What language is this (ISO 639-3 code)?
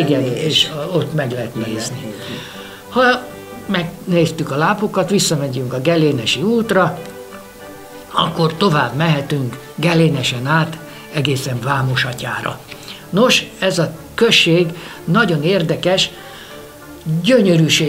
hun